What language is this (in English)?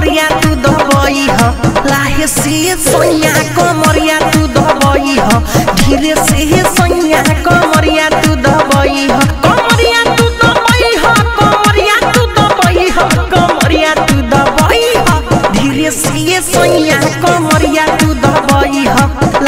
Bhojpuri